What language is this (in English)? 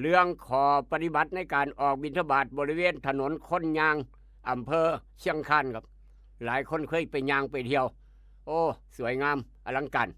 Northeastern Thai